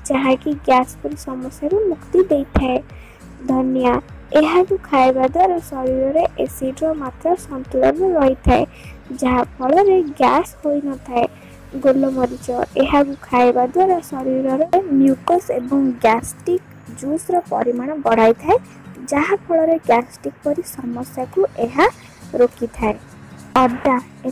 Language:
Odia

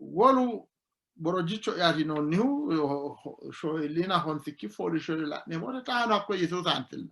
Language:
Sidamo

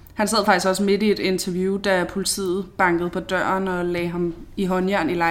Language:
Danish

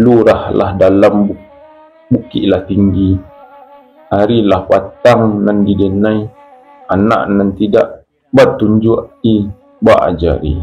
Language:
Minangkabau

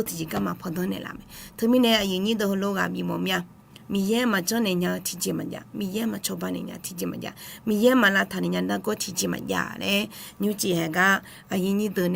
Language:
Akha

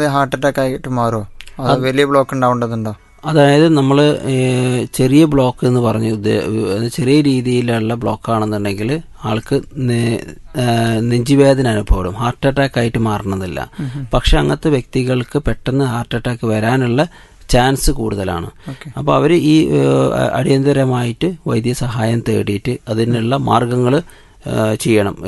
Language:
Malayalam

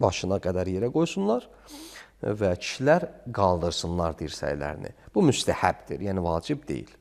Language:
Azerbaijani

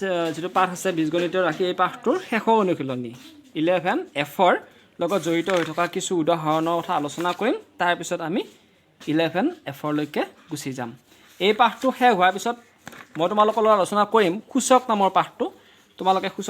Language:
Assamese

